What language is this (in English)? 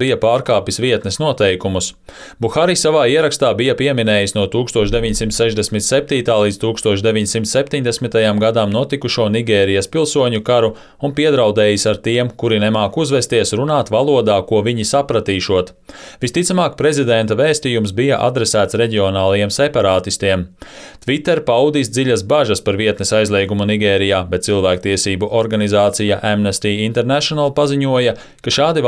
Latvian